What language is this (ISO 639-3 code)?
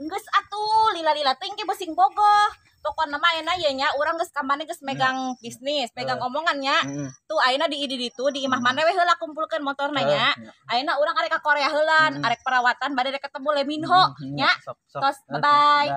sun